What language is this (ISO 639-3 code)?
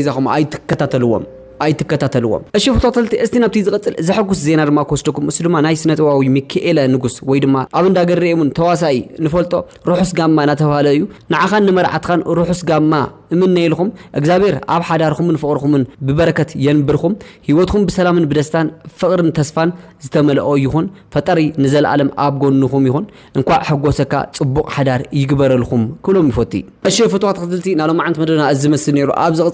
tir